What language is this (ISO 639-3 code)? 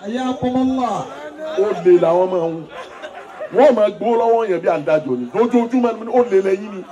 yor